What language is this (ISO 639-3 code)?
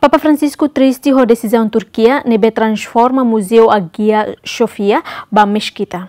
tet